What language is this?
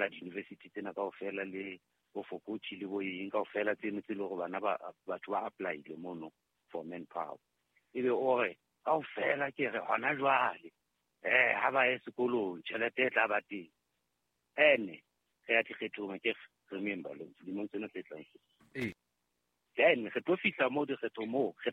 Southern Sotho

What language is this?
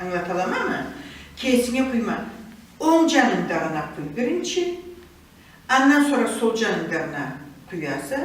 Karachay-Balkar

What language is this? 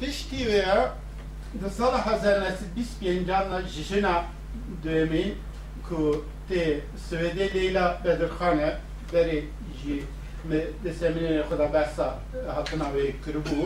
Kurdish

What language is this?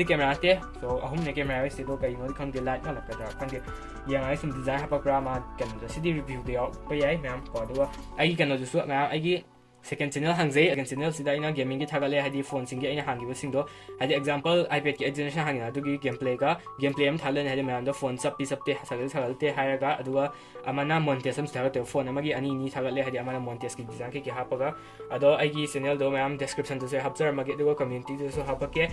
Manipuri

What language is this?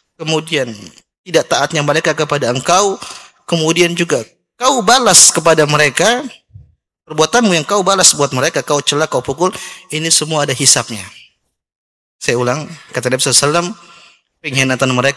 Indonesian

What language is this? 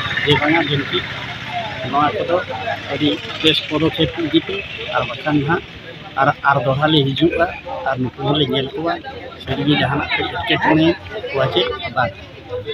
Santali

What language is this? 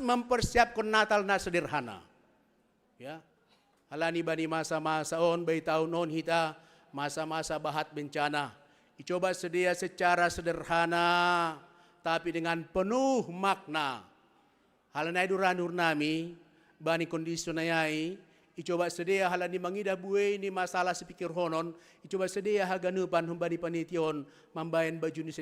Batak Simalungun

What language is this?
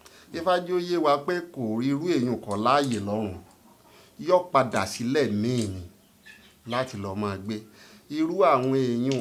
Yoruba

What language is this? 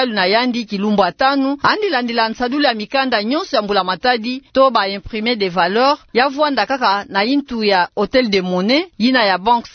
Kituba (Democratic Republic of Congo)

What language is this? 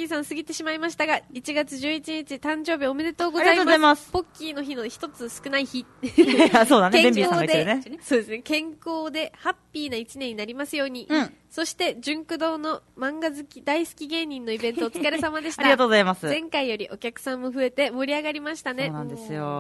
Japanese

